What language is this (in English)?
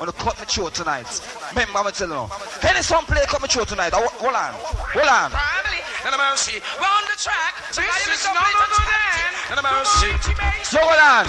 Jamaican Creole English